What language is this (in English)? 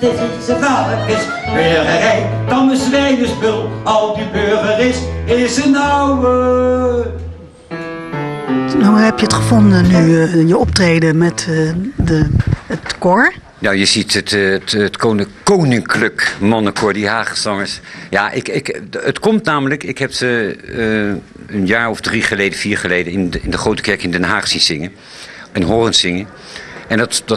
Dutch